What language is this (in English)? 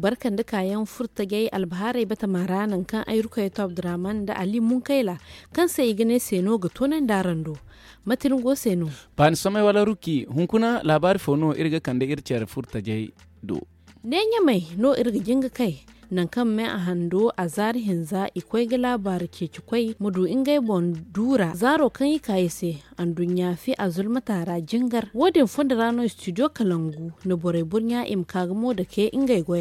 Zarma